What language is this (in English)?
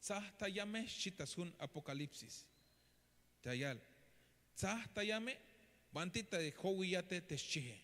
Tzeltal